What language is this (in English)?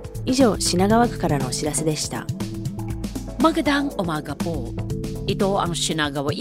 Filipino